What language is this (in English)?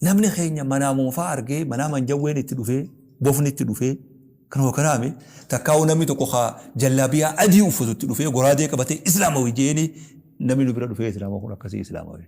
Oromo